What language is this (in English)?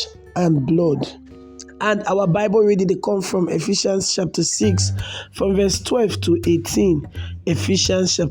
Nigerian Pidgin